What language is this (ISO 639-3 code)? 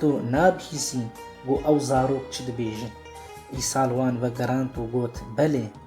kur